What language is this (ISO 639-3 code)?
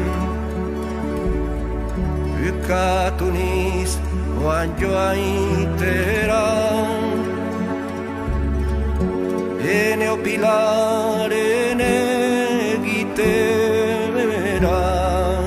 eus